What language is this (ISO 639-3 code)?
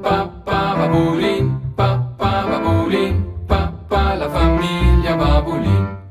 roh